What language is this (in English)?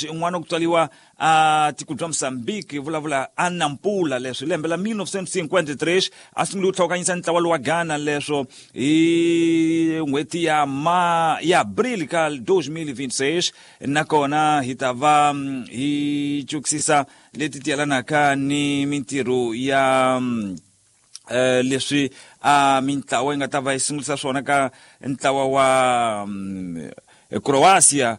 Tsonga